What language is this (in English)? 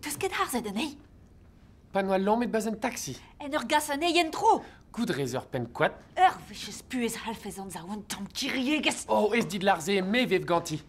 Breton